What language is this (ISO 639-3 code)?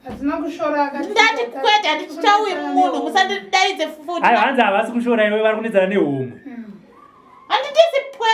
sna